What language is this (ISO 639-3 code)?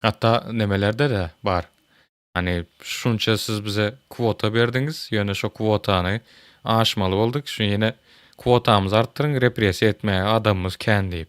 tuk